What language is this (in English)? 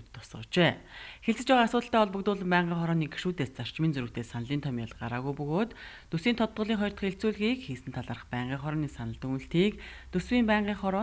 Mongolian